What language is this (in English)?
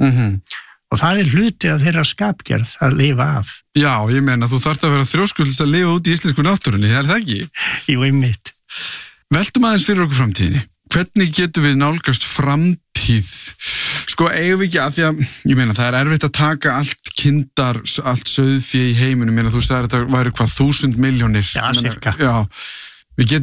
Icelandic